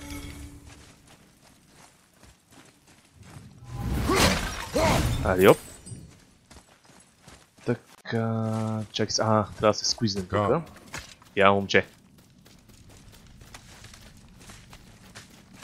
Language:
Bulgarian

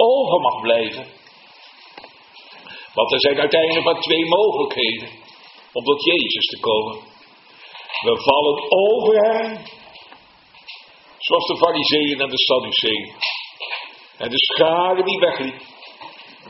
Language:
Dutch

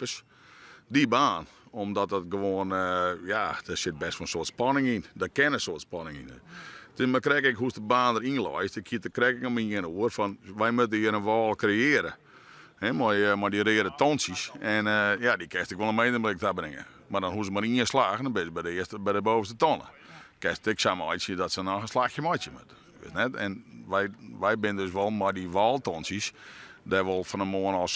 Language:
Western Frisian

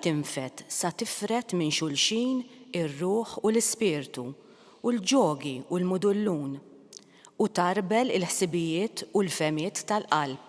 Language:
Maltese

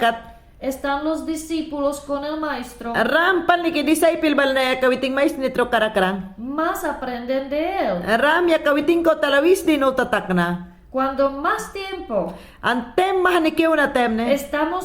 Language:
Mayangna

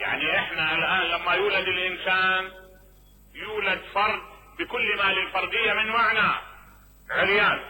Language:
Mesopotamian Arabic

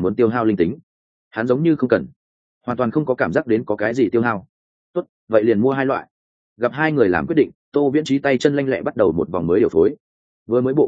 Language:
Vietnamese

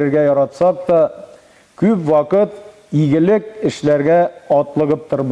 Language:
Tatar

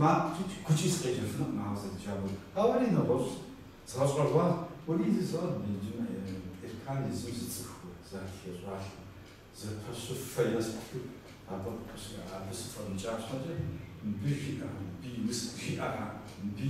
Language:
Kabardian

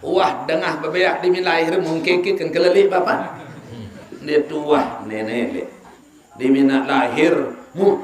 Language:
Sasak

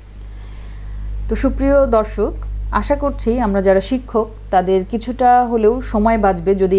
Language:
Bangla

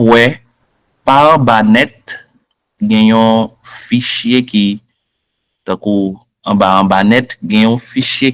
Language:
Haitian Creole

